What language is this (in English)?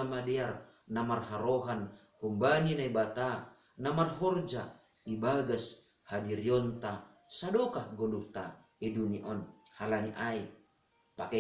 Batak Simalungun